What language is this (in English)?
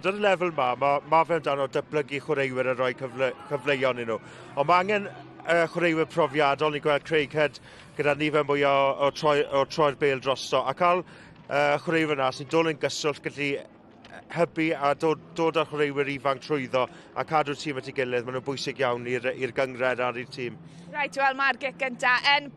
Welsh